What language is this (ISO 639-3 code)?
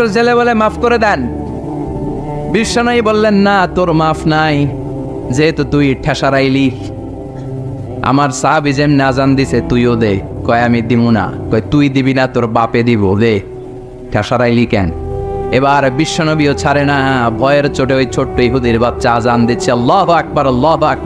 ben